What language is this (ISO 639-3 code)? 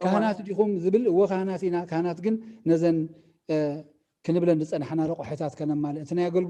tir